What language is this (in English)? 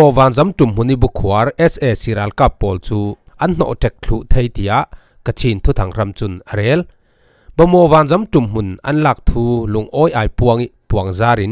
Falam Chin